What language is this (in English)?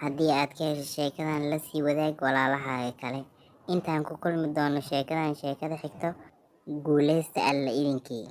Somali